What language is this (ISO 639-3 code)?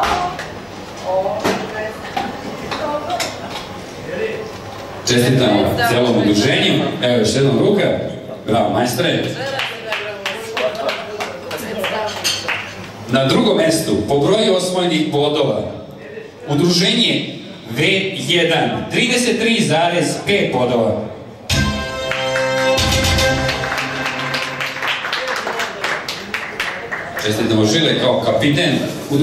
srp